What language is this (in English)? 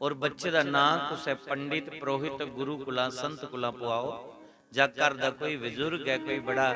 Dogri